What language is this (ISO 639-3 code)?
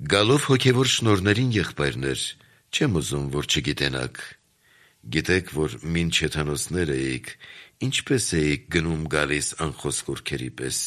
hye